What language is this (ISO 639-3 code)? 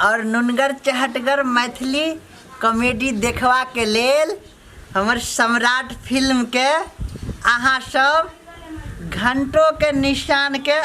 mai